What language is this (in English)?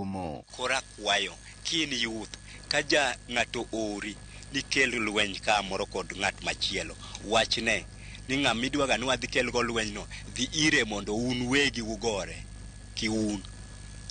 Luo (Kenya and Tanzania)